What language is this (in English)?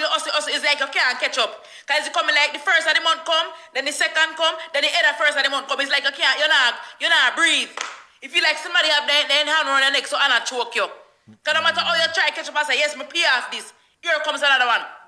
Jamaican Creole English